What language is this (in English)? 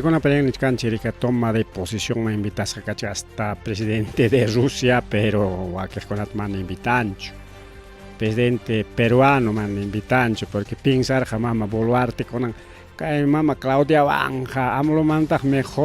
Ayacucho Quechua